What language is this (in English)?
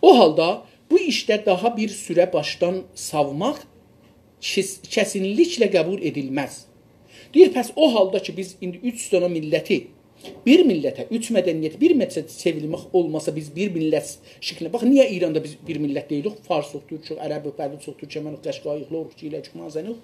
South Azerbaijani